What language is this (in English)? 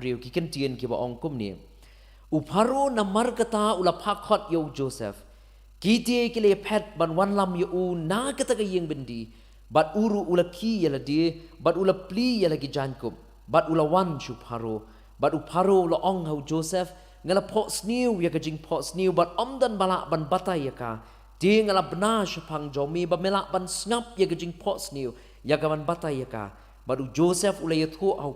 Khasi